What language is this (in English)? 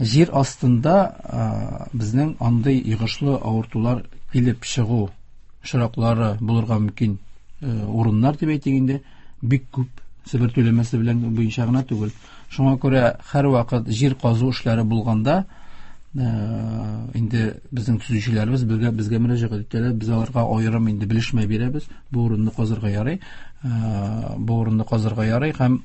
Tatar